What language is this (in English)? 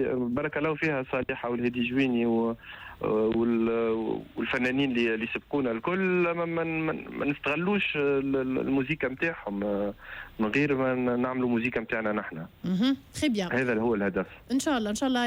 Tunisian Arabic